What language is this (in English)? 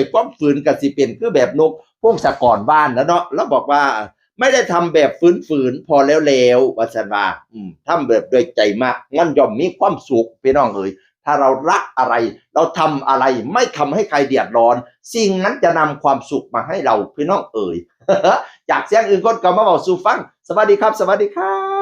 Northeastern Thai